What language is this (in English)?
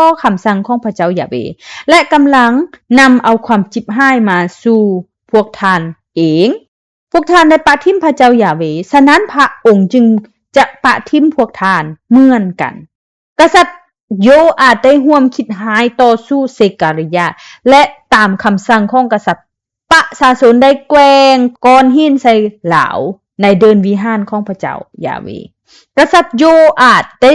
Lao